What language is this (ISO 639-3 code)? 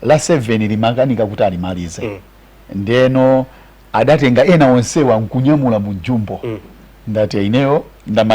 nya